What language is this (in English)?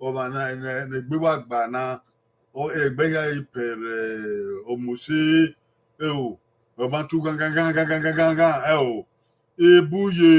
Bini